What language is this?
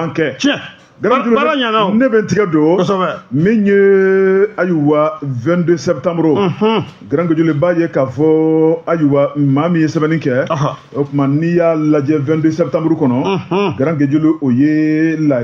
Bambara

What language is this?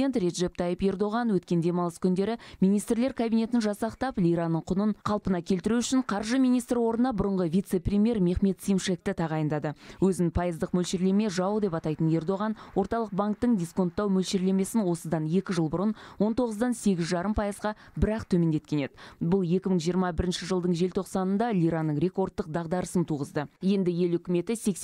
Kazakh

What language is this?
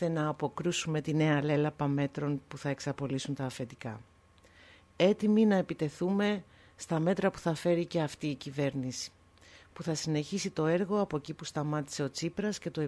Greek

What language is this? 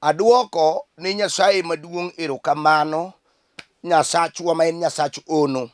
Luo (Kenya and Tanzania)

